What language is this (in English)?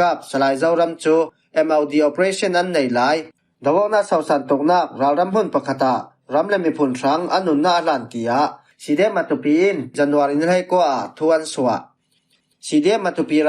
Falam Chin